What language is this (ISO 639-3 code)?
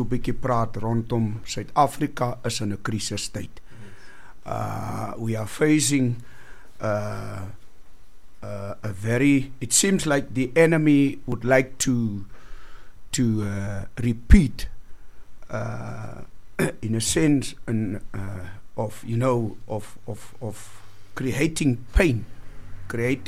afr